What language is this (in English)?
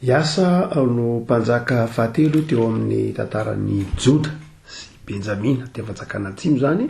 Malagasy